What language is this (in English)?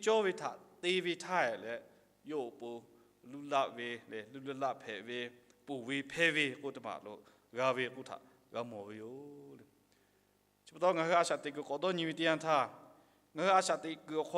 Lahu